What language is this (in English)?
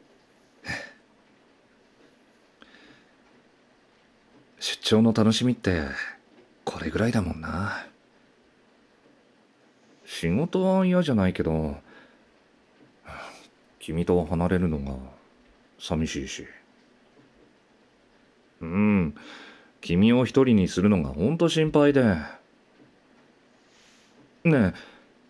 Japanese